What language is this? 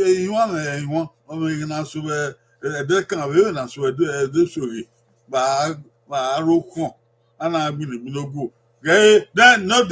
Bini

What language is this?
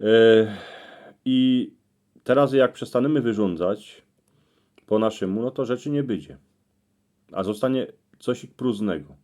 Silesian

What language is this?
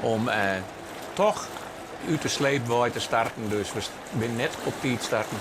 Western Frisian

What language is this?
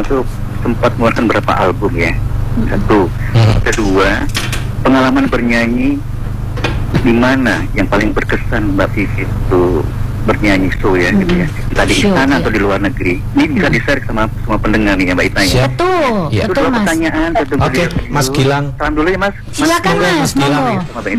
Indonesian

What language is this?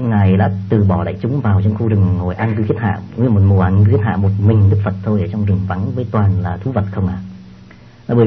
Vietnamese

